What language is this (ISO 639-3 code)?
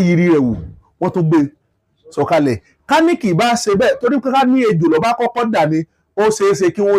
yor